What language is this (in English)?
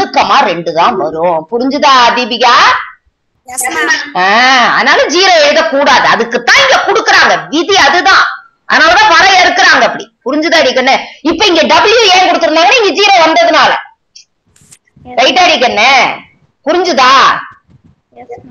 Tamil